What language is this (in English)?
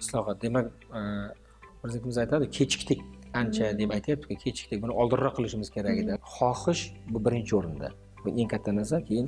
Uzbek